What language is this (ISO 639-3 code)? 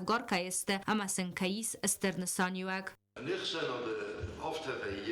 oss